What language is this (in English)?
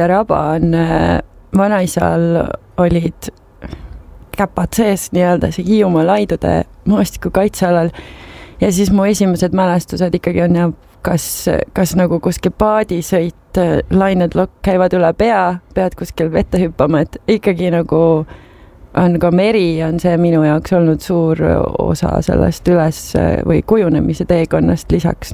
Estonian